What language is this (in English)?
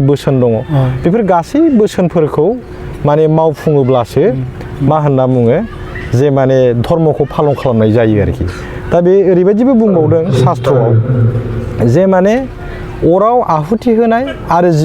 Bodo